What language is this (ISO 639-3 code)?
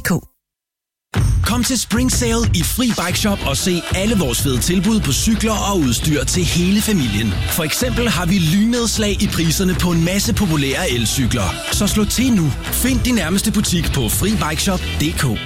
dan